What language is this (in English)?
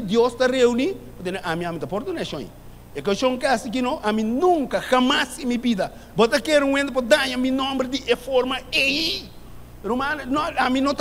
Papiamento